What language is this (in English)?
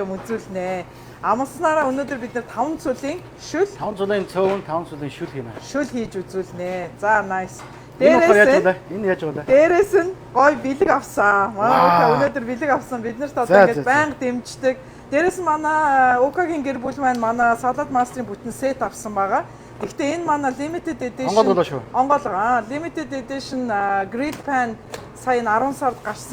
Mongolian